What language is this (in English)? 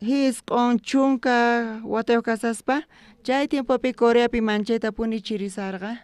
South Bolivian Quechua